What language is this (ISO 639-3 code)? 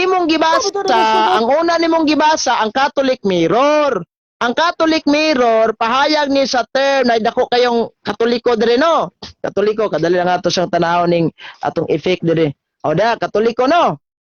ceb